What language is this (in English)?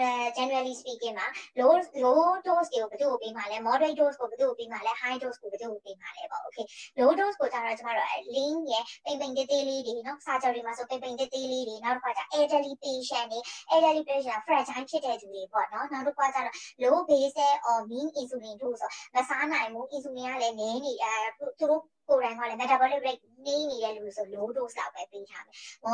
Burmese